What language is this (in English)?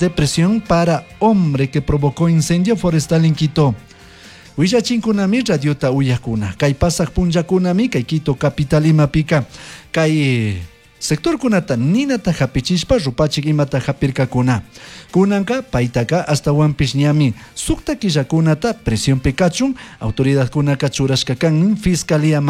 Chimborazo Highland Quichua